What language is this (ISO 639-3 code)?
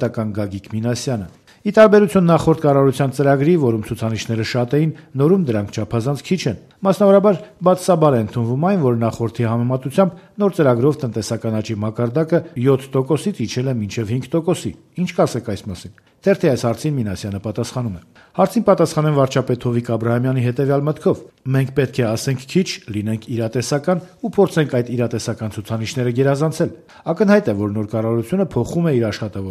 hye